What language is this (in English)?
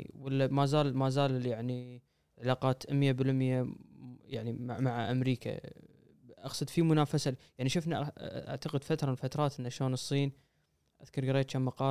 Gulf Arabic